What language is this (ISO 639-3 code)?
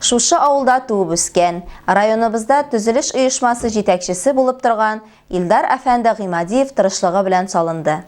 tat